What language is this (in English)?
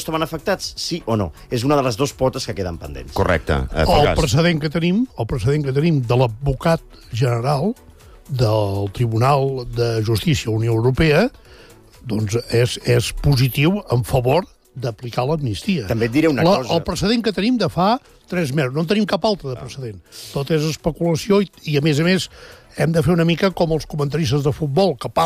Catalan